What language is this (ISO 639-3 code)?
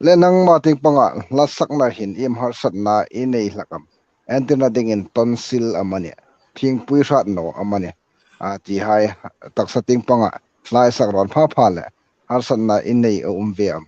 hmr